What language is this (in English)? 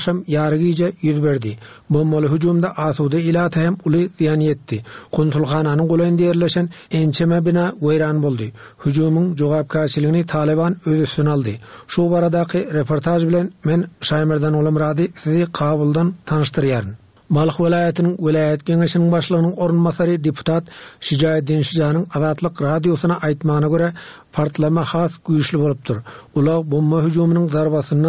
Turkmen